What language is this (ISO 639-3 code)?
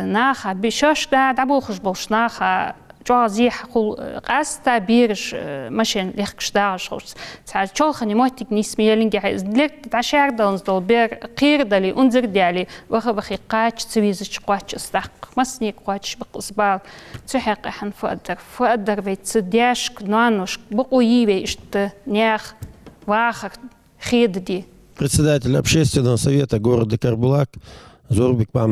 inh